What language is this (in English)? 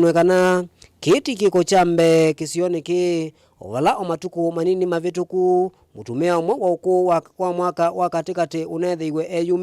Kamba